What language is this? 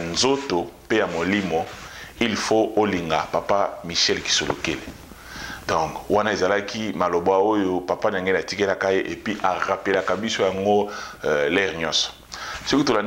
Lingala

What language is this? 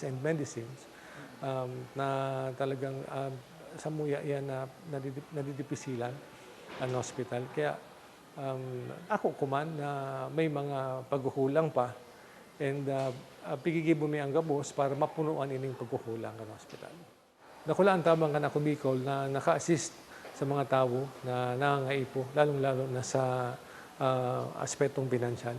Bikol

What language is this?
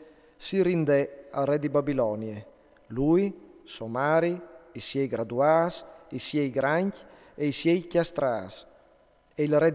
Friulian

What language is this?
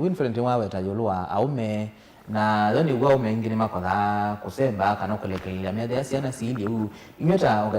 Kamba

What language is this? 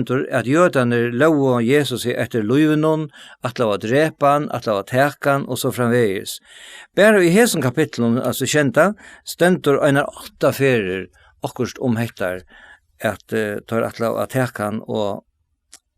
Faroese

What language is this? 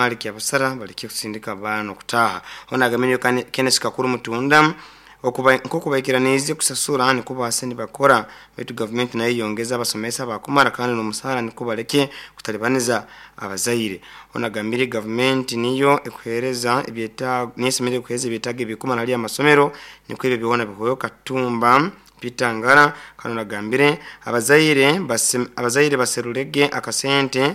Nyoro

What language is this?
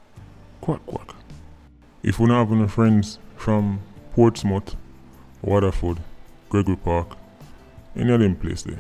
Jamaican Creole English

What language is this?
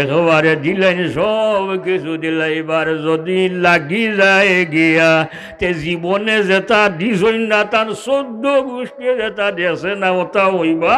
Sylheti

